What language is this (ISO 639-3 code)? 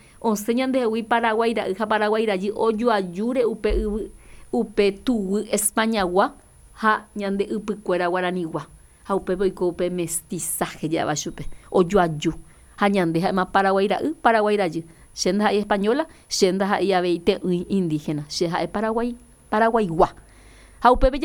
grn